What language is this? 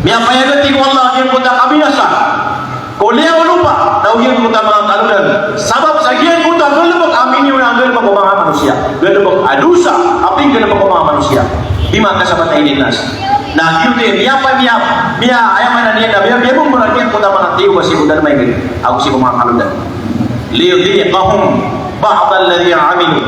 Maranao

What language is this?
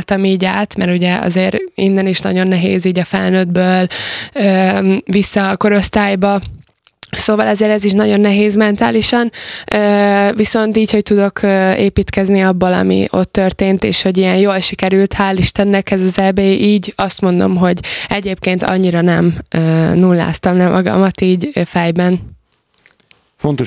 Hungarian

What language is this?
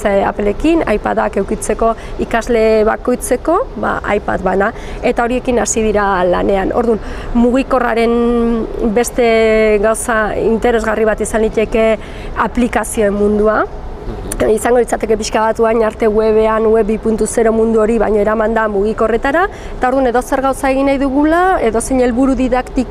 Basque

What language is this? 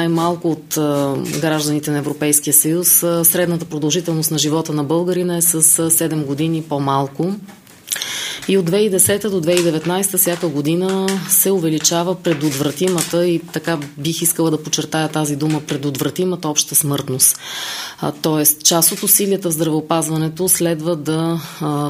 Bulgarian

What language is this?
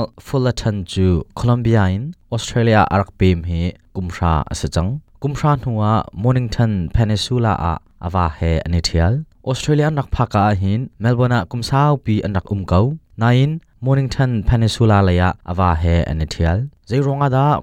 Hakha Chin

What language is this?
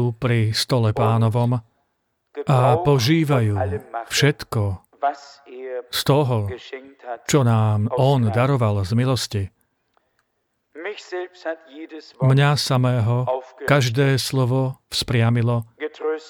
Slovak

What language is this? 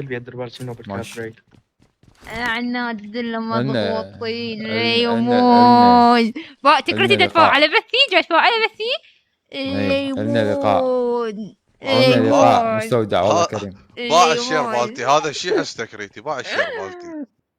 Mesopotamian Arabic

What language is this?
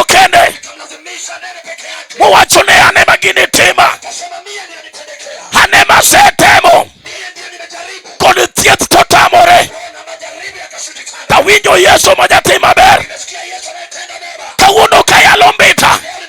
Luo (Kenya and Tanzania)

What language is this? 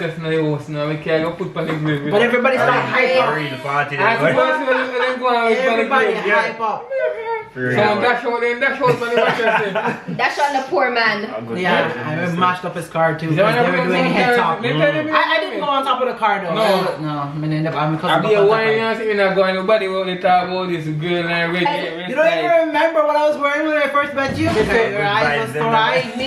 Jamaican Creole English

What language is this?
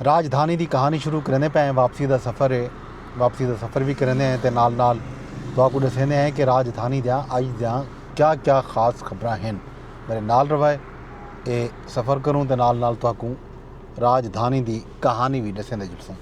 Saraiki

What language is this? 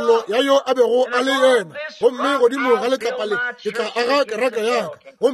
Northern Sotho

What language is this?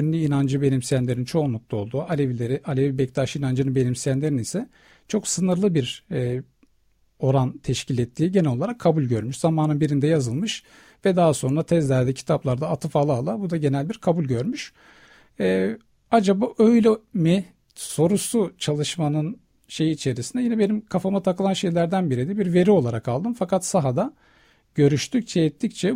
Turkish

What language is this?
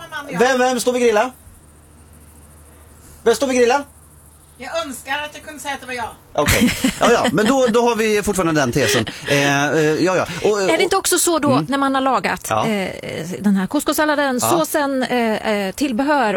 Swedish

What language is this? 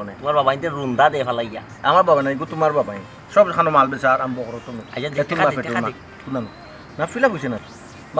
Sylheti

